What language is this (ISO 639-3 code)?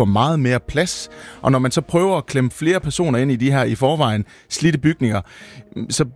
dan